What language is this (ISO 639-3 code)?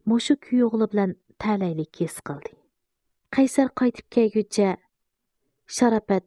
uig